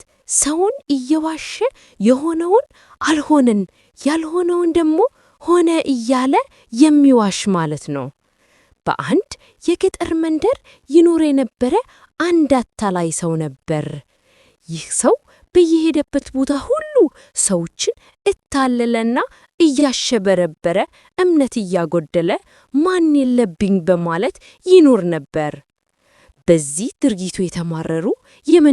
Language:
Amharic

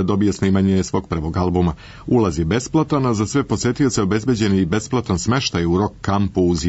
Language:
Serbian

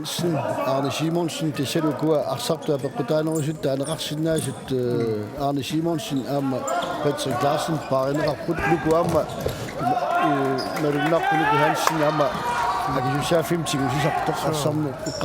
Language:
Kalaallisut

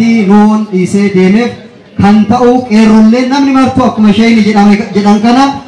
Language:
Oromo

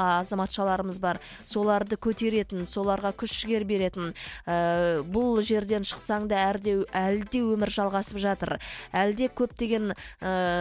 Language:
Kazakh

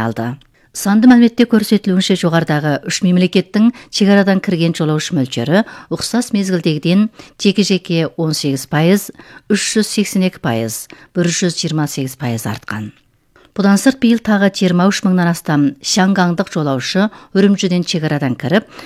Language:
Kazakh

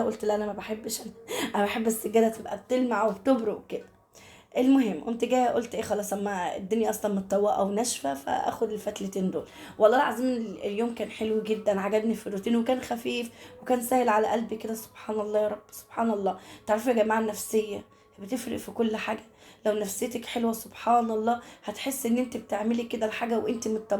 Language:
Egyptian Arabic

